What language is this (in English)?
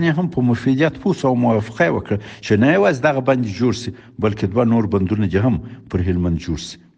Pashto